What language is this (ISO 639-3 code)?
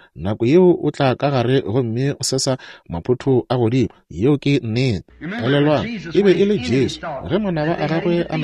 nso